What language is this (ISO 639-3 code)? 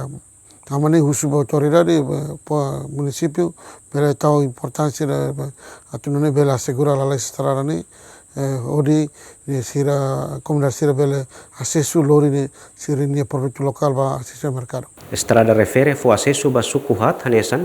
tet